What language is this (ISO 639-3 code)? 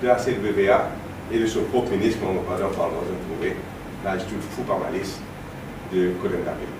mfe